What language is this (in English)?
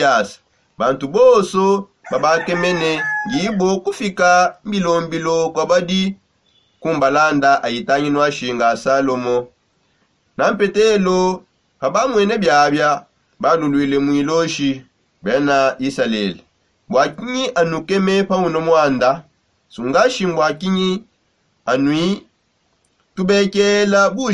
Songe